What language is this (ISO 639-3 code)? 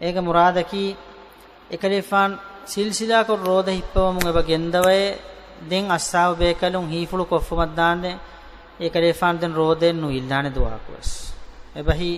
div